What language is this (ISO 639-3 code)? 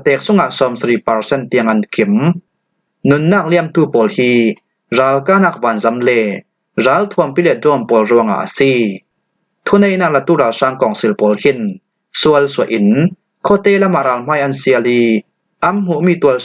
cfm